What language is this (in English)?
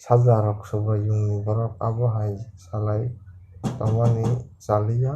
Kok Borok